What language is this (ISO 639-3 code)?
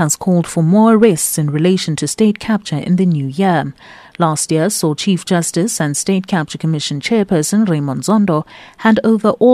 eng